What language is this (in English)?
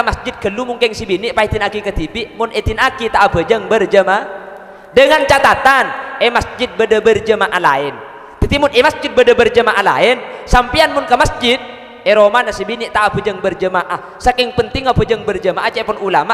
Madurese